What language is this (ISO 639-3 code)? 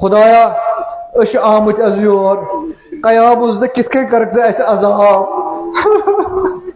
kas